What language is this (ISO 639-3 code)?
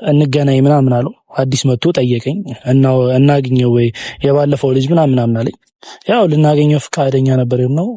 amh